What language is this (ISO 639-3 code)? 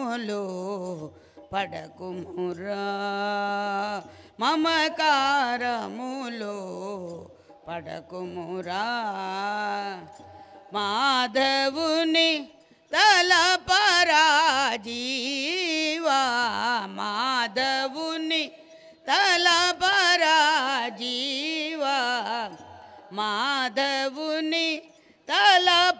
tel